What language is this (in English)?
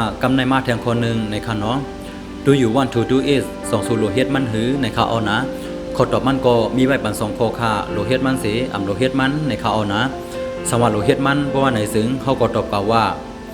Shan